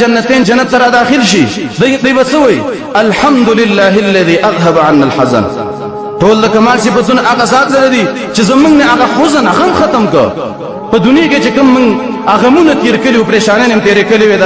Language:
Pashto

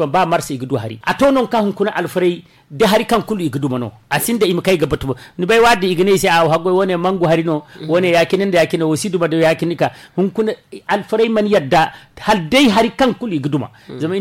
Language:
Zarma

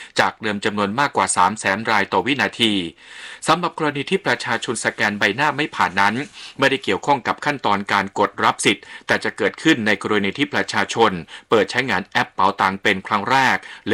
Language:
Thai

